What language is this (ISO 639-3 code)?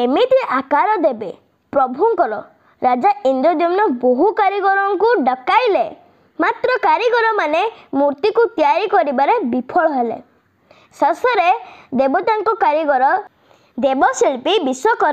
ori